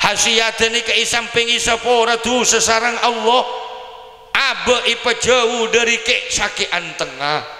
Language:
Madurese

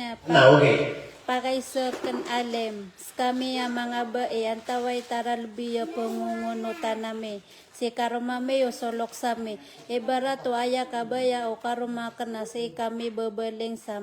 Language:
Maranao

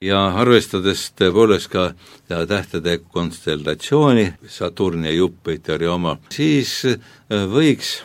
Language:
Estonian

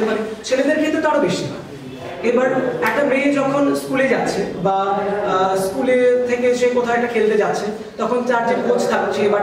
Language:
Bangla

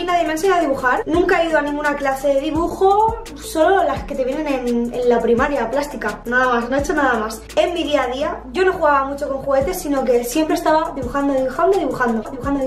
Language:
Spanish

